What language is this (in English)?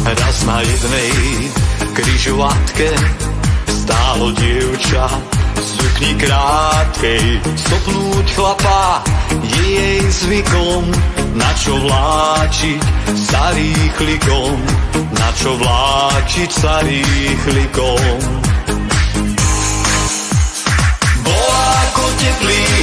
Slovak